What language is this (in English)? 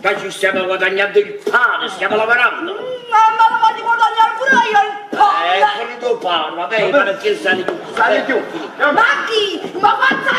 Neapolitan